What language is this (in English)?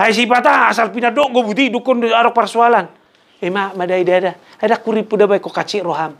Batak Toba